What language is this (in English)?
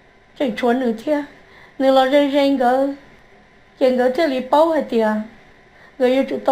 Hmong